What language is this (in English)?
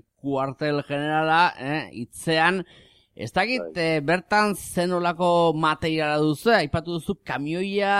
Basque